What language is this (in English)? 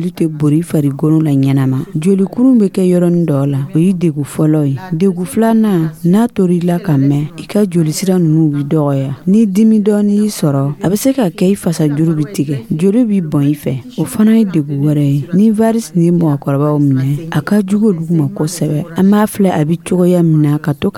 Dyula